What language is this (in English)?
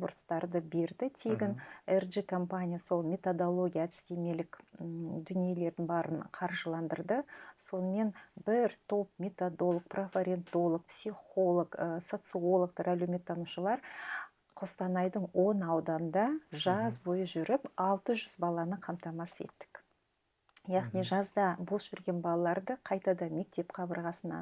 Kazakh